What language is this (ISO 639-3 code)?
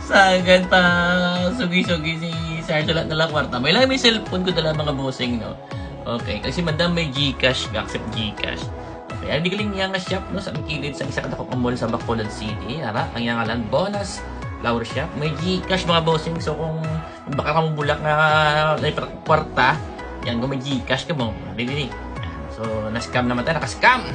hil